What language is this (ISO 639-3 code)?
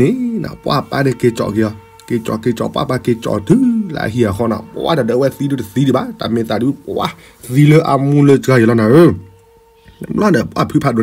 ksw